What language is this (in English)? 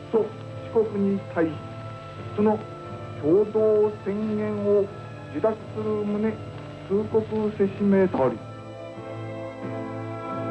Japanese